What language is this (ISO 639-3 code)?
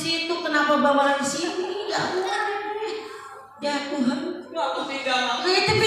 bew